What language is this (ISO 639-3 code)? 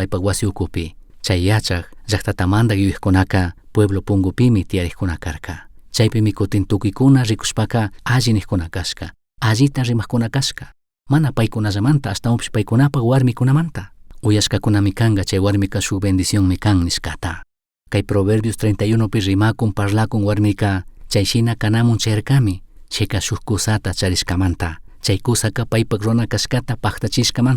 qug